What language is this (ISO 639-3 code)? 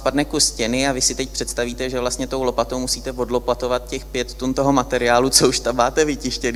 ces